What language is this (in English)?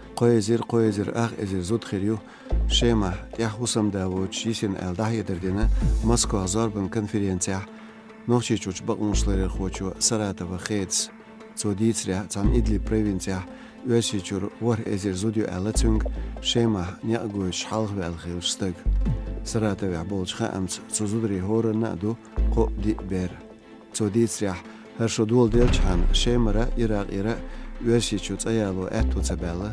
Chechen